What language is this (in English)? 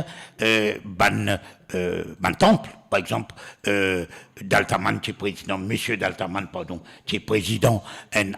Morisyen